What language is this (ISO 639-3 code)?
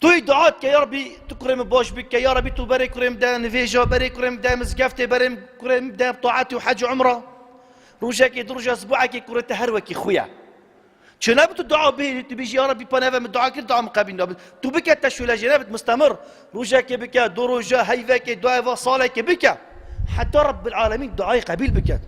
kur